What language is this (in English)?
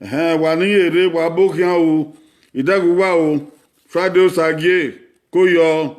Bini